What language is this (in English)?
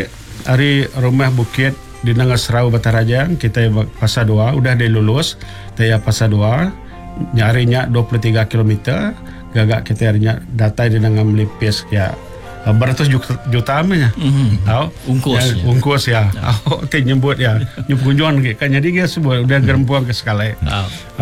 Iban